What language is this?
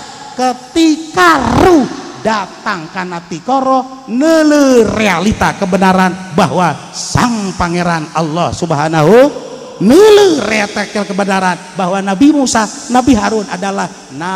Sundanese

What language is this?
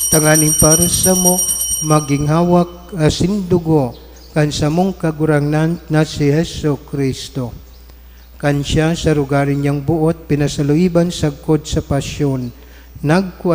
Bikol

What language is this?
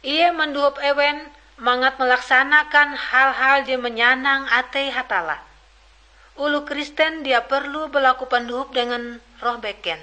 Ngaju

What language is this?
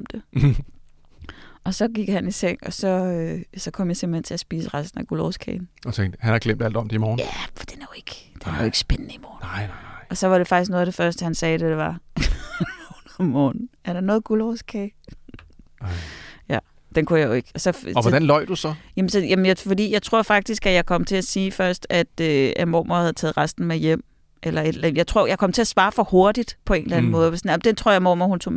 Danish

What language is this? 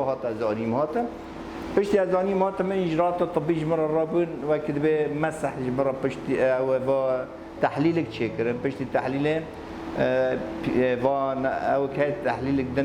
Kurdish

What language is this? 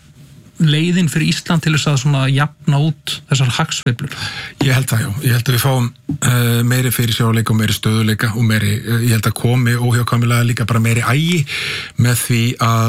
Icelandic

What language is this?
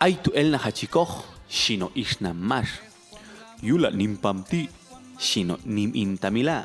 Popti'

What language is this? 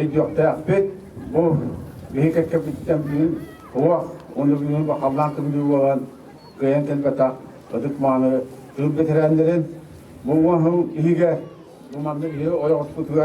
Yakut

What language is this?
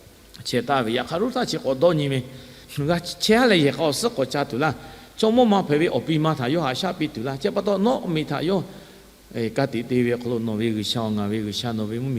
Lahu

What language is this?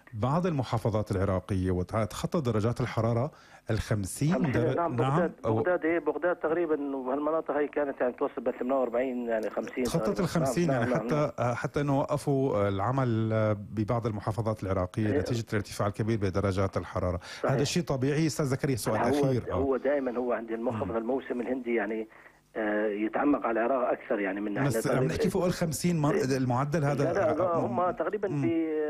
North Levantine Arabic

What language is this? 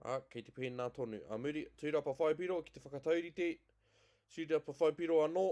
Māori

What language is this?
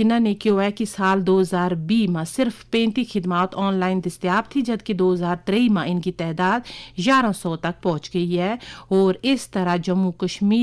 Gujari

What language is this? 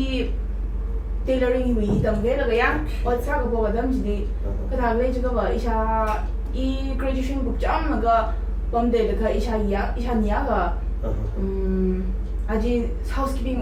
Tangkhul Naga (India)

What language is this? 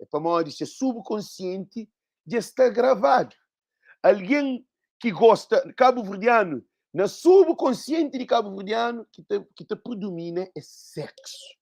Kabuverdianu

